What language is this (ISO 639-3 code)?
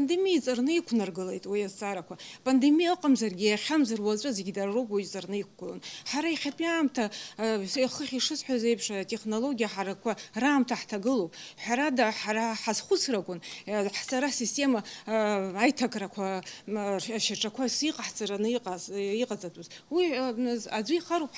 abk